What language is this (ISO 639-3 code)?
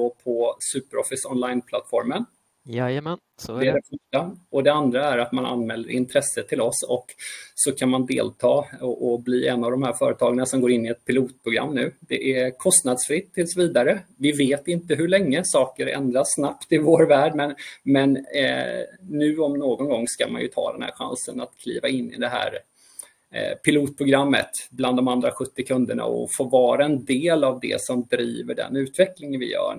swe